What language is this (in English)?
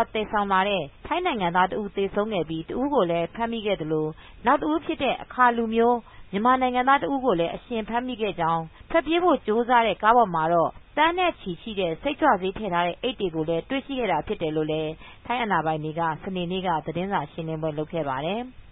Burmese